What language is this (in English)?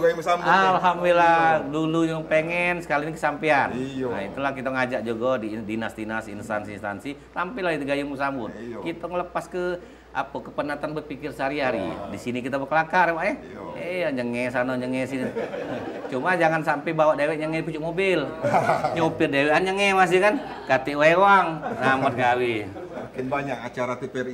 Musi